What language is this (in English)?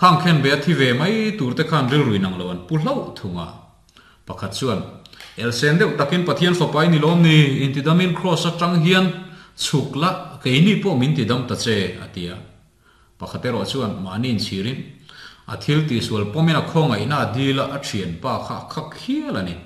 Mizo